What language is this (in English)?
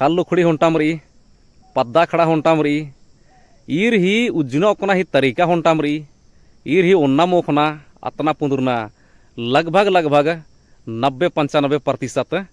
Kurukh